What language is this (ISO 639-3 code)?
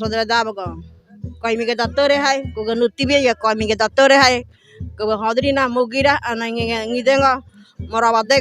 gym